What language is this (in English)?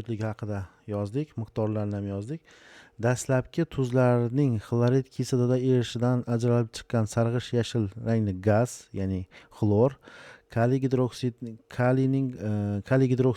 Uzbek